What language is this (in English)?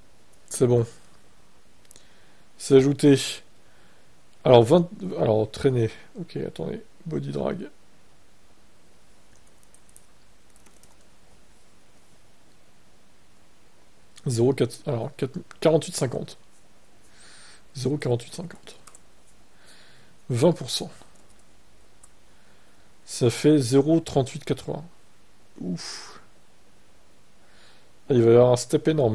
French